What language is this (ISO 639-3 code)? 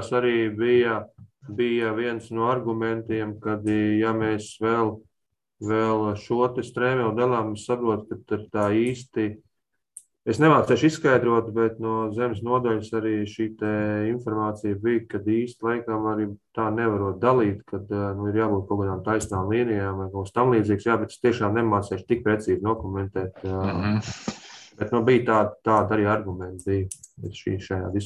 lav